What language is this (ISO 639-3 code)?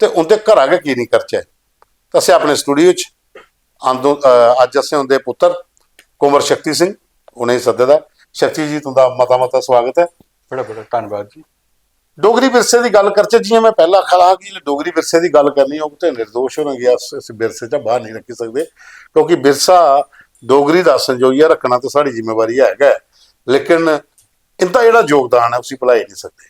doi